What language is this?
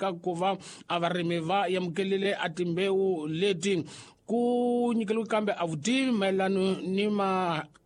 Tsonga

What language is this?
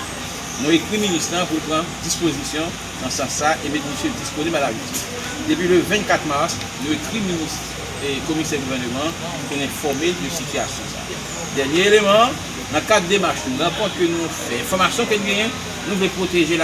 Haitian Creole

